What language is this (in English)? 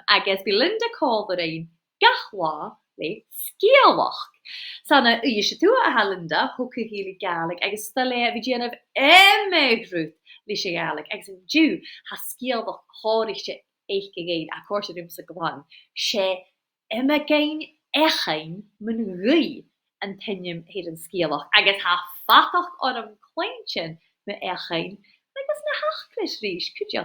Scottish Gaelic